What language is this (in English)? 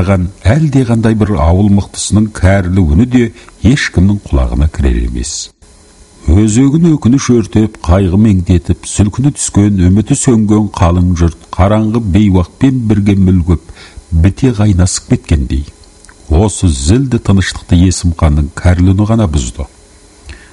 Kazakh